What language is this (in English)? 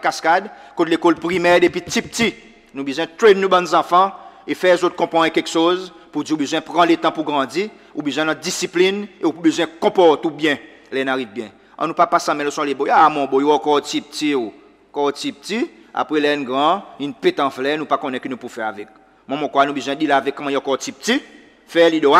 Seselwa Creole French